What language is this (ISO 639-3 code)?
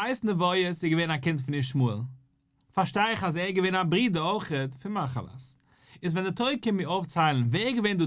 yid